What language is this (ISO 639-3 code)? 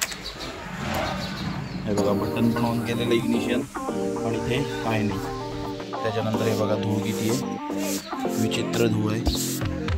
mar